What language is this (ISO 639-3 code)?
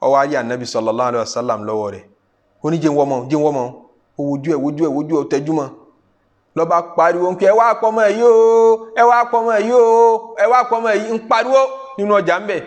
yor